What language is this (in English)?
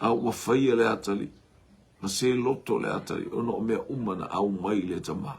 Samoan